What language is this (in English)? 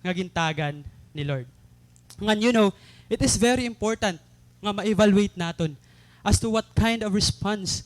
Waray